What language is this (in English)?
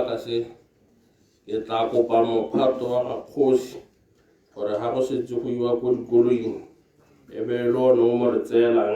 Tswana